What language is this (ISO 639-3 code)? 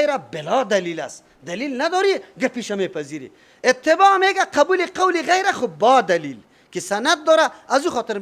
fas